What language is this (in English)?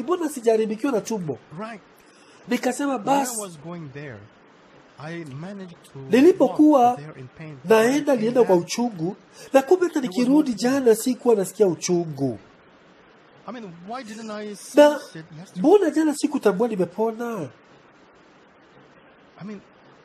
Swahili